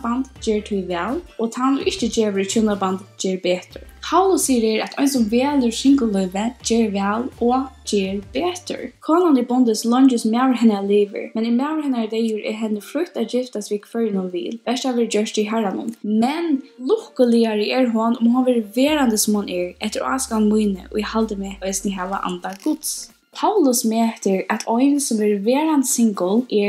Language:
Faroese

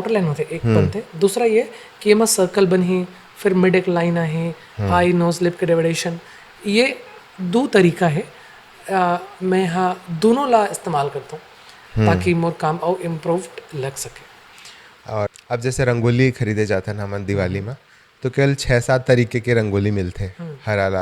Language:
Chhattisgarhi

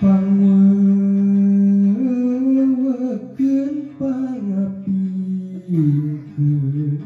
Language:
Sundanese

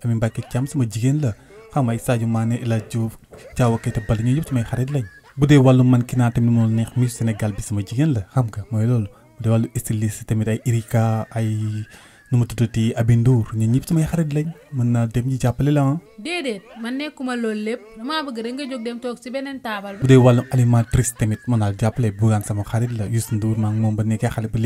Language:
Wolof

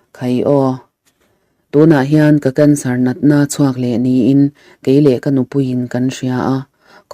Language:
Mizo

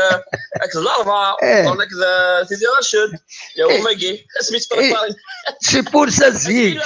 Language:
Kabyle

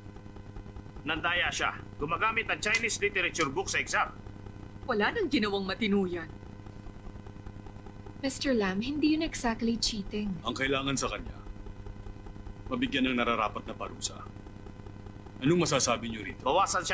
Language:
Filipino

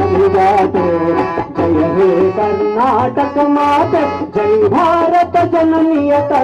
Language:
Kannada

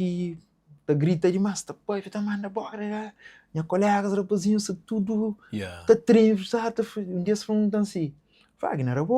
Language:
Kabuverdianu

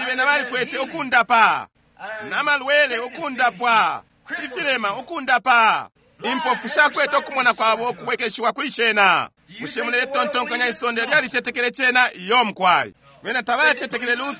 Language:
Bemba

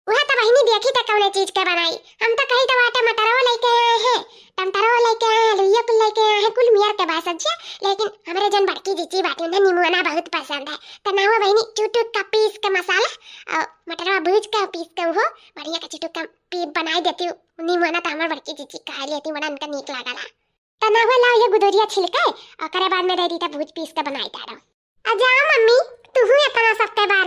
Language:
Awadhi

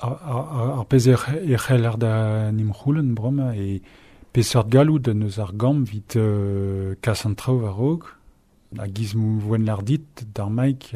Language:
Breton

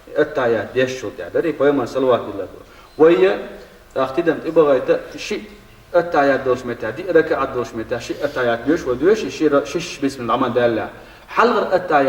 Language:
Chechen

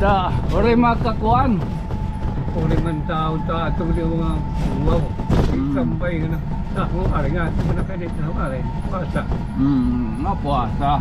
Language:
Waray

